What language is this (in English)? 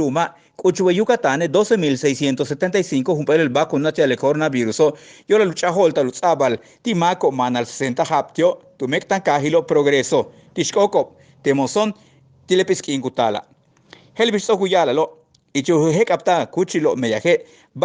Yucateco